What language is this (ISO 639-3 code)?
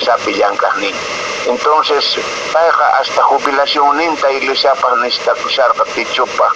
que